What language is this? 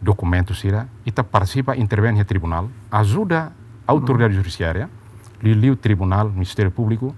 Tetum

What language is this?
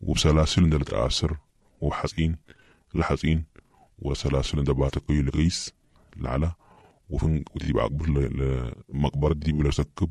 Sudanese Arabic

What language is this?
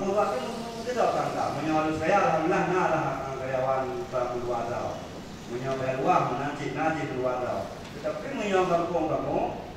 Achinese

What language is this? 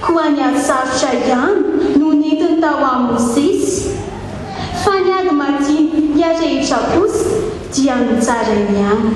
Malagasy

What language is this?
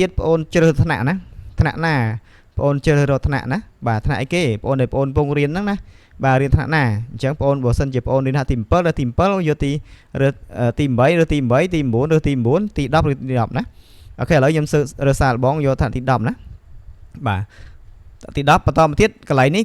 Khmer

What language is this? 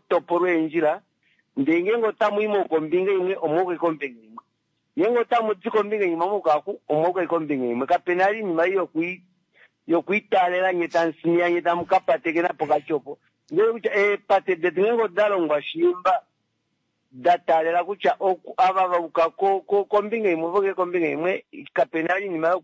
Kuanyama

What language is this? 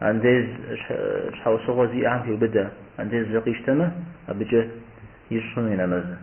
Kabardian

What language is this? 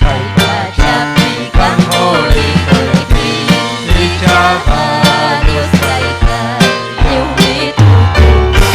Ayacucho Quechua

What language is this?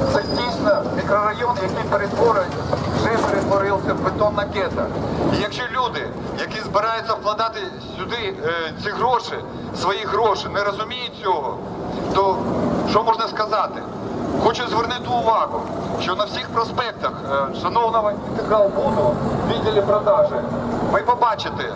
Ukrainian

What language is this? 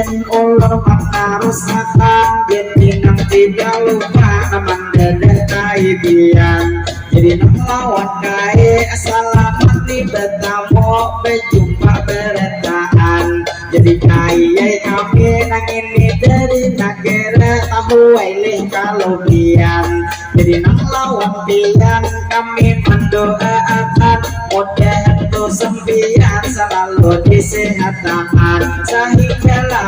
Banjar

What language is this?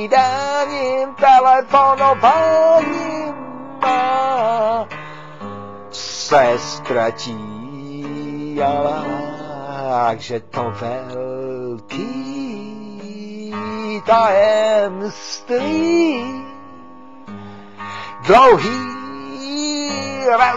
Czech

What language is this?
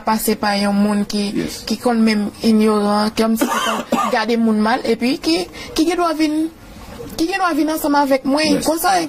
Haitian Creole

